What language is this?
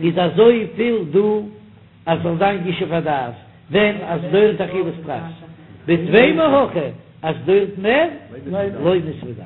Yiddish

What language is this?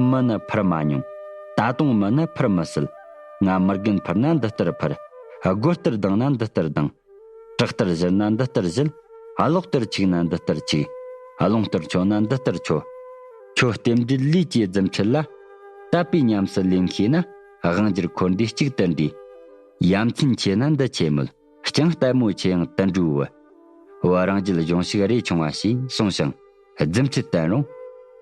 Tibetan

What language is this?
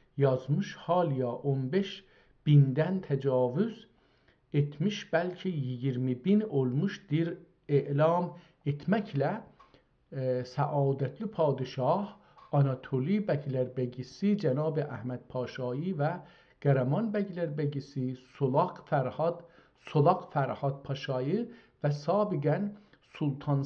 South Azerbaijani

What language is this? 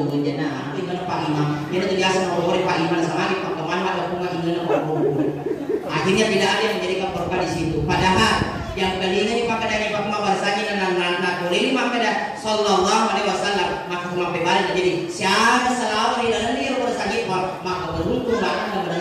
Buginese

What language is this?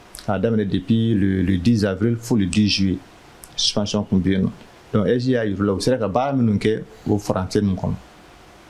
Bambara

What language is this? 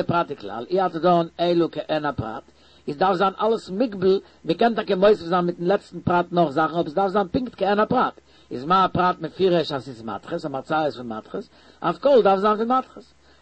Yiddish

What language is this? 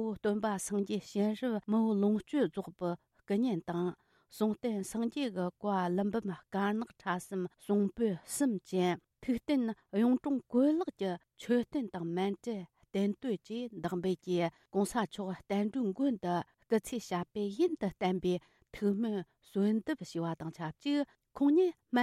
Tibetan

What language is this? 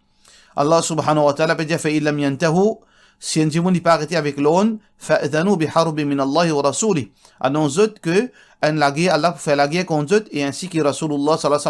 Morisyen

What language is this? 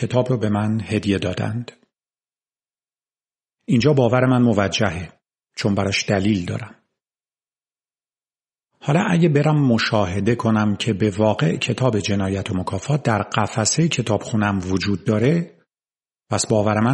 Persian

